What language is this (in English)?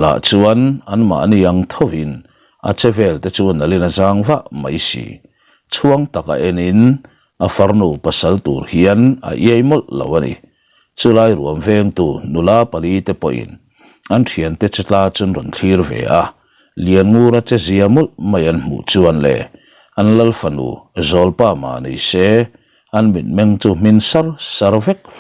Mizo